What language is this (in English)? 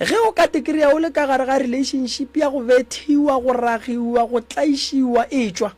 Northern Sotho